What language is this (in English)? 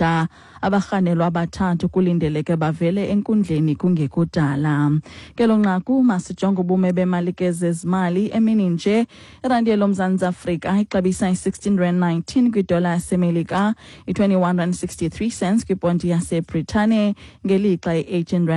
Xhosa